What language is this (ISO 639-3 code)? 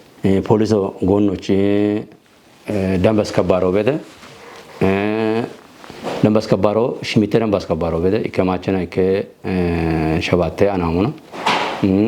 kbr